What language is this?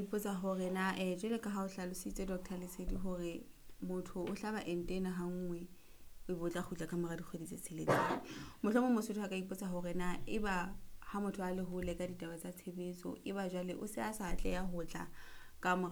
Southern Sotho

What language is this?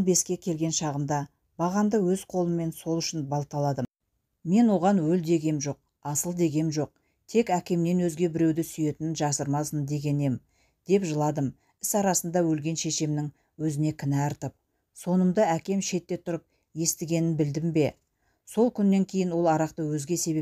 Kazakh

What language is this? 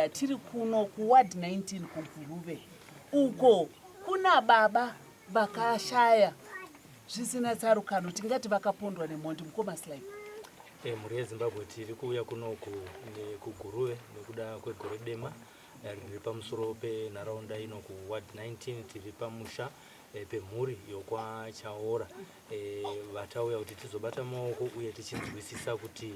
Shona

